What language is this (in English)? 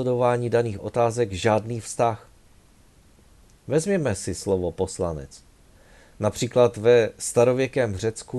Czech